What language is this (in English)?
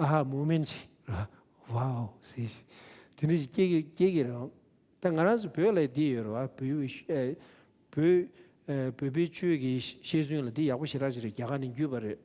Tibetan